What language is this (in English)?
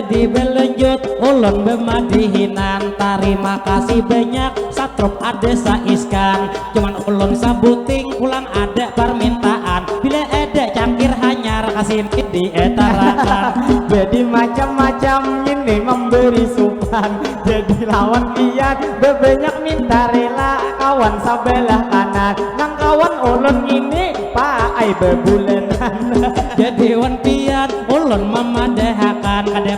Banjar